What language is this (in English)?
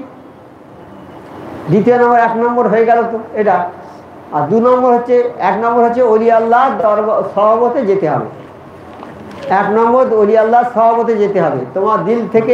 Bangla